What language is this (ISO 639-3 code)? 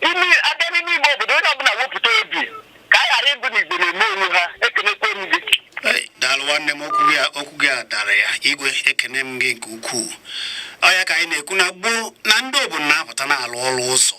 ibo